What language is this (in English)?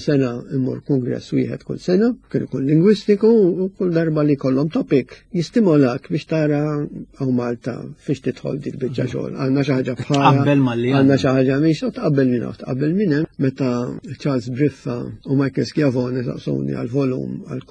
Maltese